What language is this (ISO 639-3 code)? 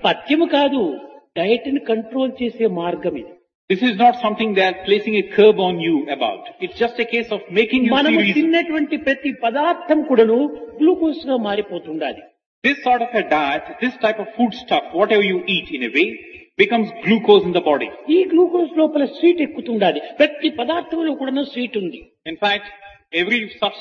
tel